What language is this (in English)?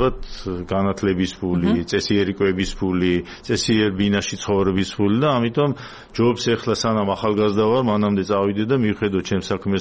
Georgian